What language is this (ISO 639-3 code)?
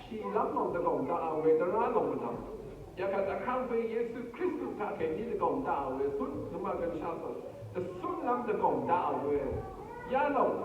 raw